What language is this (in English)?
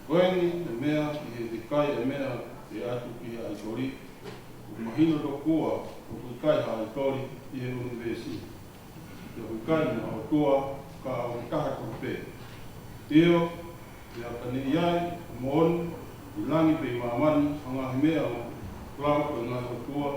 Tongan